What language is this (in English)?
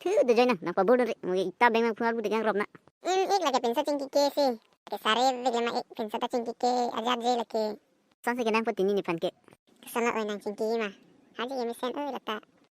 Karbi